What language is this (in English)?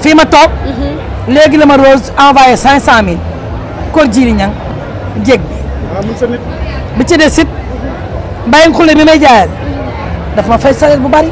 Wolof